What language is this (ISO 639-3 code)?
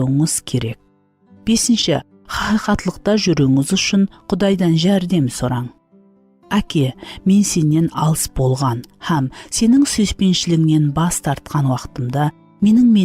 kaa